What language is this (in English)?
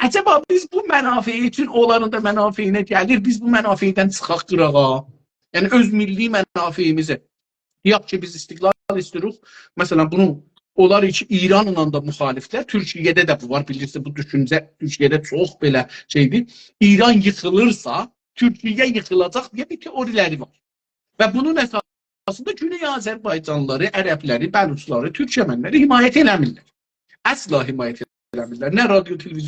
South Azerbaijani